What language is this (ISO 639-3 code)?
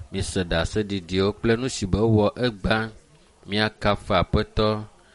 ewe